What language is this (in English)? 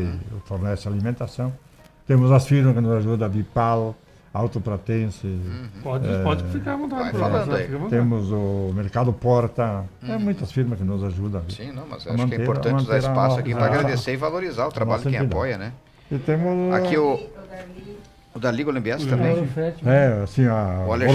Portuguese